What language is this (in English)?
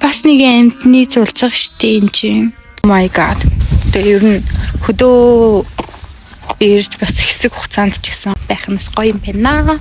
Mongolian